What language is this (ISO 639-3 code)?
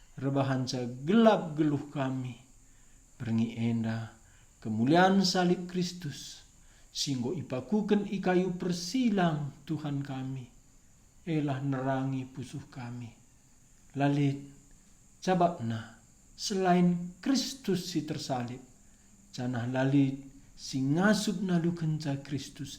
btx